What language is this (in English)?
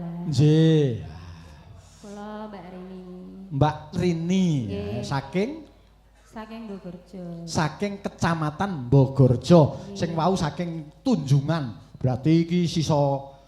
Javanese